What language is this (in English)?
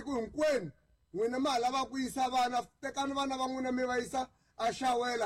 Tsonga